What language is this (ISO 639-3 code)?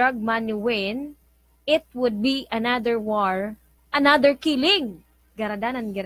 bik